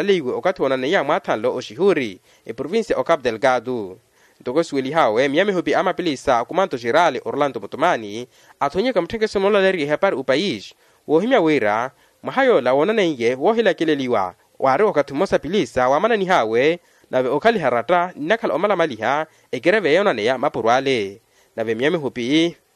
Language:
Makhuwa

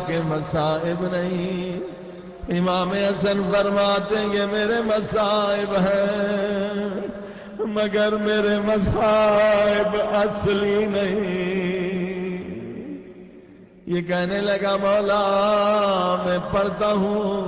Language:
Urdu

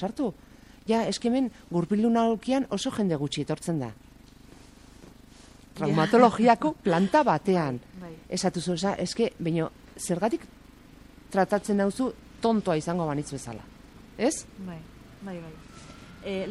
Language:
Basque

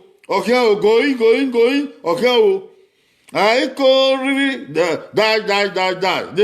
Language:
Bini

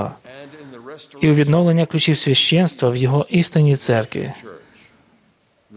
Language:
Ukrainian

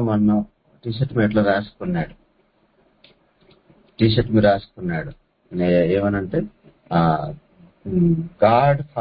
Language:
Telugu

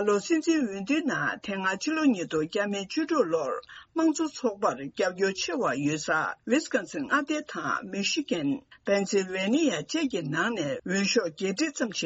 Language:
Tibetan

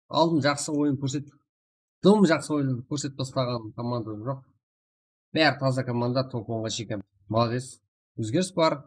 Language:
Kara-Kalpak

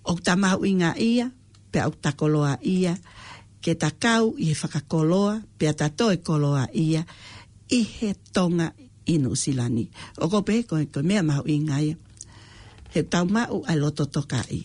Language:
Tongan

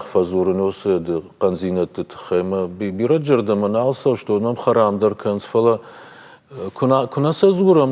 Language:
Ossetic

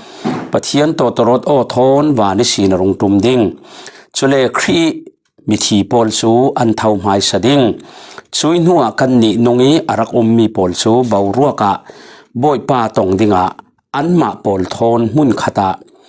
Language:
Falam Chin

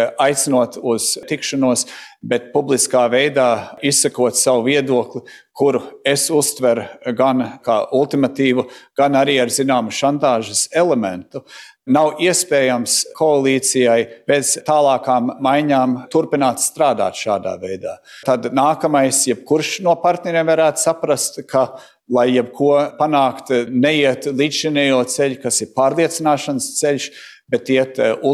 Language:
Latvian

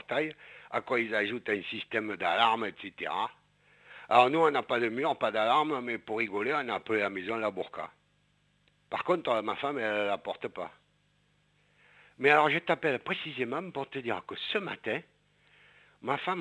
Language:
French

